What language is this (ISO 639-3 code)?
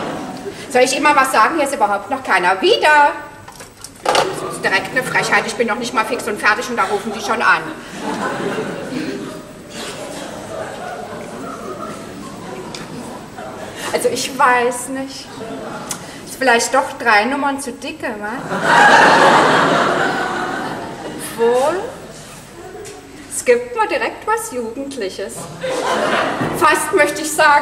deu